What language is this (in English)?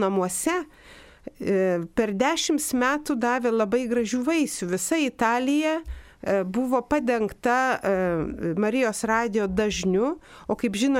Lithuanian